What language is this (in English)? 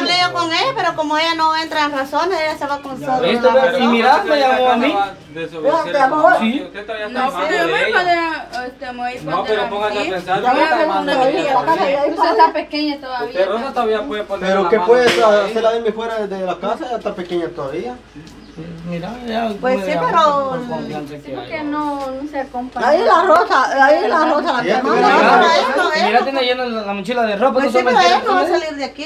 Spanish